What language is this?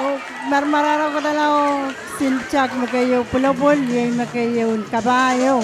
Pohnpeian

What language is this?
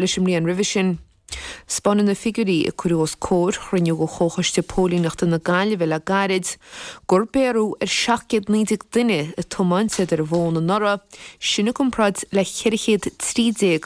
Irish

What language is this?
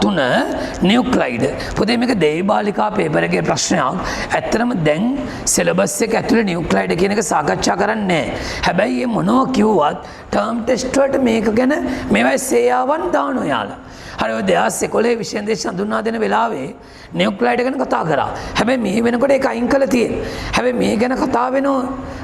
Sinhala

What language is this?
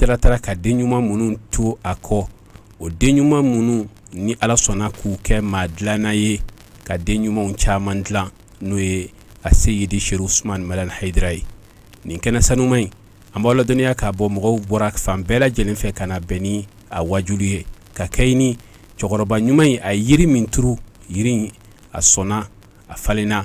Bambara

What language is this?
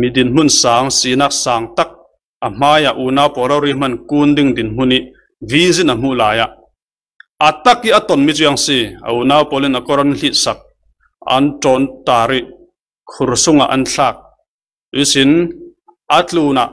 Falam Chin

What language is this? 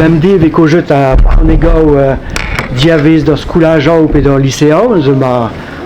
Breton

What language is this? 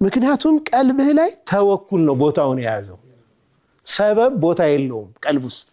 Amharic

